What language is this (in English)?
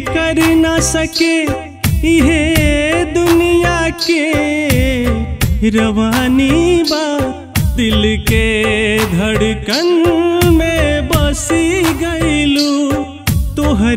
Bhojpuri